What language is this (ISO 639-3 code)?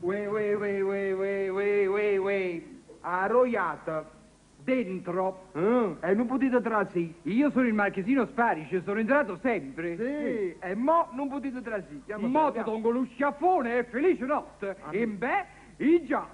nap